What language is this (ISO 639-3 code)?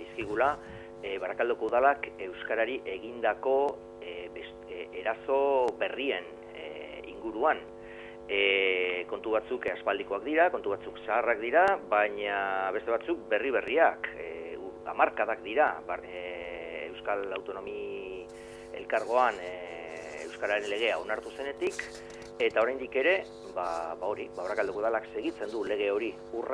eus